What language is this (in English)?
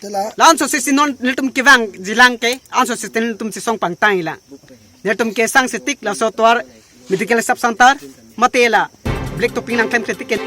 Karbi